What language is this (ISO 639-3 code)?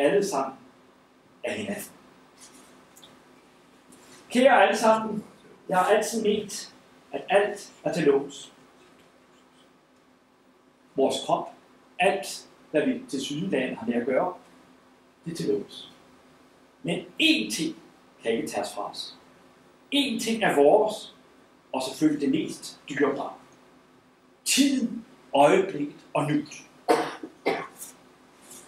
dan